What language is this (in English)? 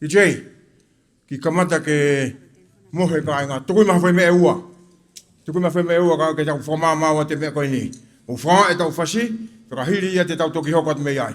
Tongan